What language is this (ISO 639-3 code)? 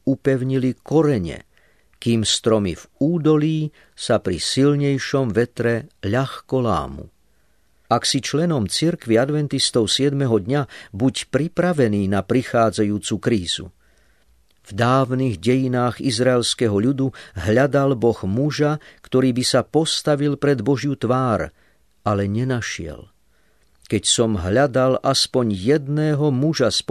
slk